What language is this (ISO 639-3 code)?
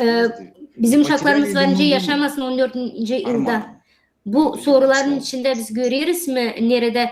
gag